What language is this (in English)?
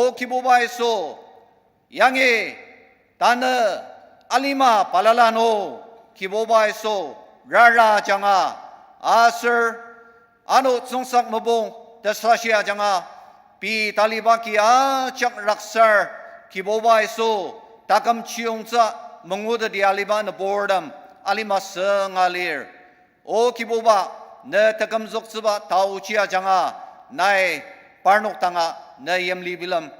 Ao Naga